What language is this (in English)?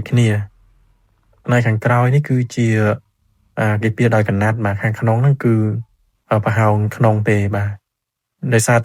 Khmer